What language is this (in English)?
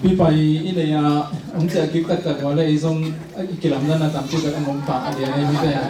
Tedim Chin